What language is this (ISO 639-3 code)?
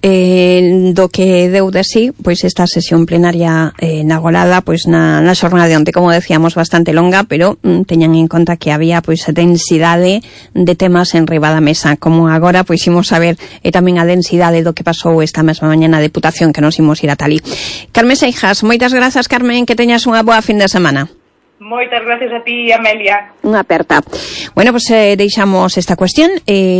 glg